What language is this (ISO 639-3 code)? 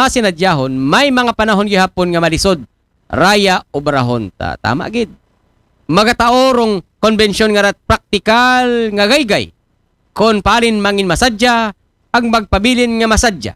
akl